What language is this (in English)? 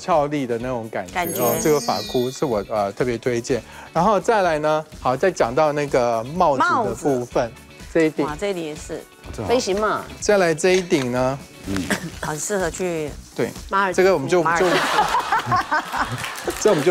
Chinese